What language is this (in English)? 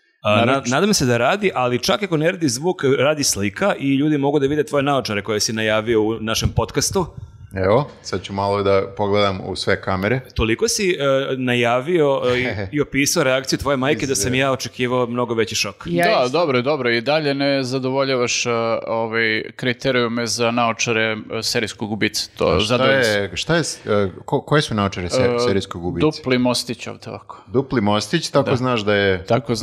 Serbian